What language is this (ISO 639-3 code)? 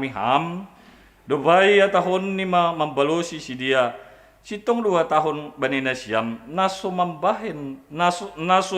bts